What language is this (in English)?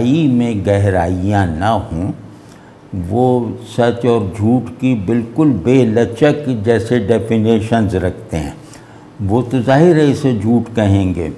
Urdu